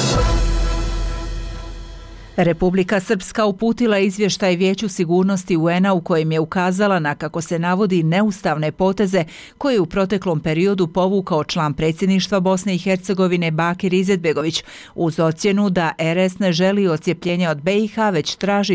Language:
Bosnian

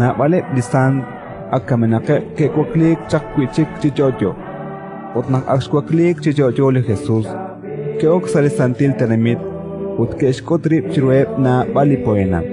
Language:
Kekchí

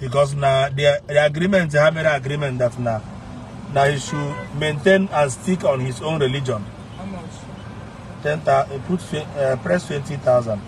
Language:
Igbo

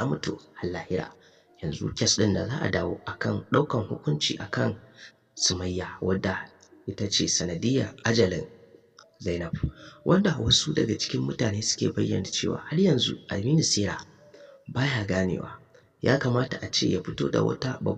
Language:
Hausa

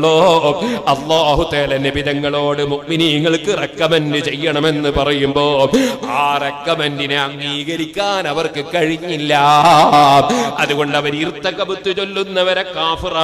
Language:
Malayalam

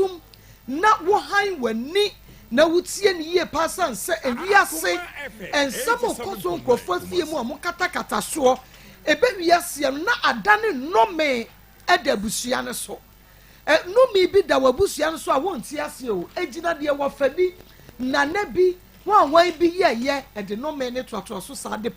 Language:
Akan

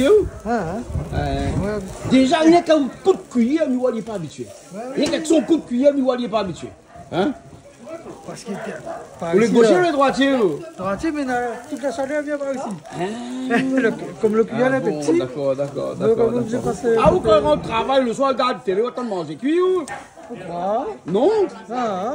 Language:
Réunion Creole French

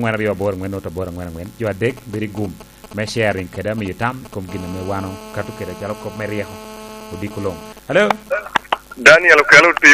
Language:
Lango (Uganda)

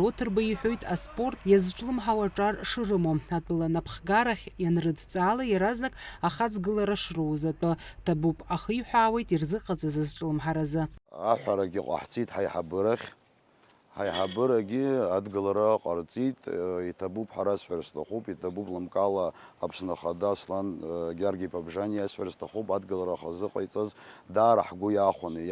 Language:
Abkhazian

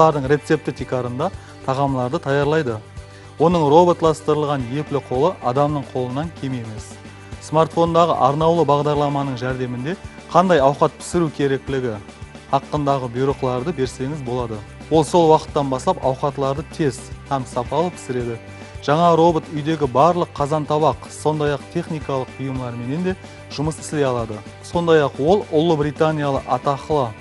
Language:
Kara-Kalpak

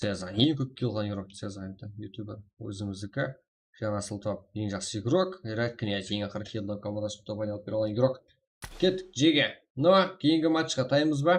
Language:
Kara-Kalpak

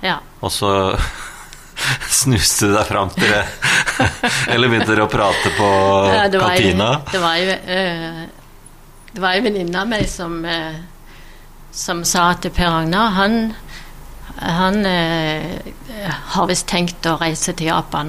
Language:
Norwegian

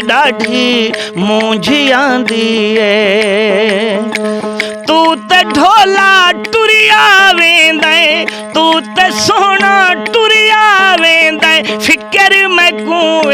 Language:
Saraiki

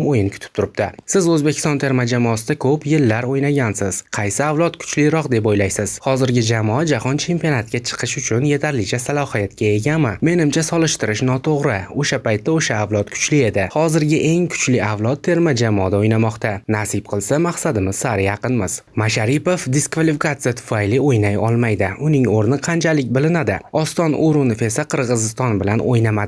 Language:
Uzbek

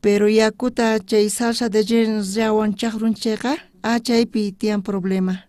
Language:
South Bolivian Quechua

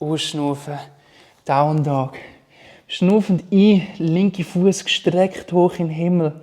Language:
Swiss German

